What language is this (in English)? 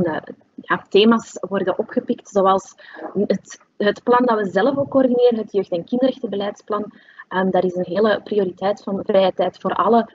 Dutch